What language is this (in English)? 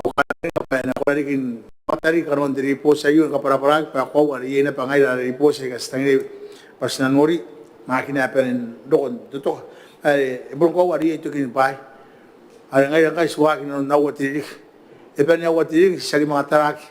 Gilbertese